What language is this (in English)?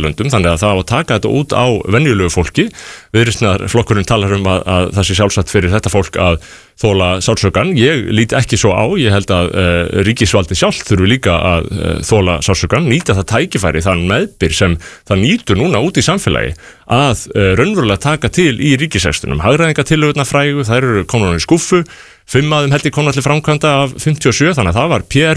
Icelandic